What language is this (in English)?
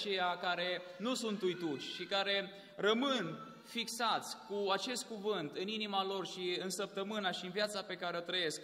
Romanian